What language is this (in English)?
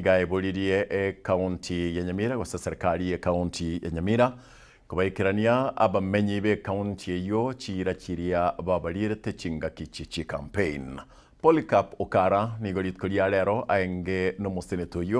Gusii